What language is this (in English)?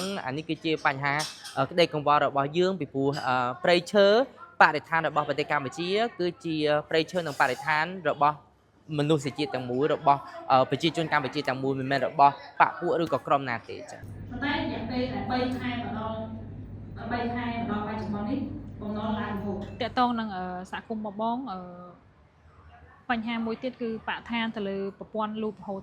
Khmer